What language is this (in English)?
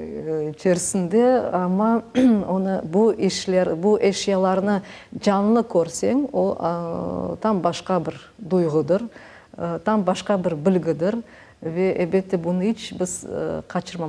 Crimean Tatar